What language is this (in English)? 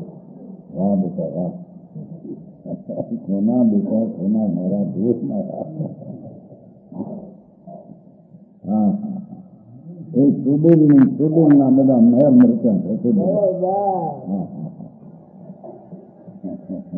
Gujarati